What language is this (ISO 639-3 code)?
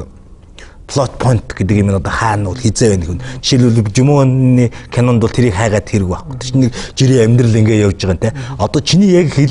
mon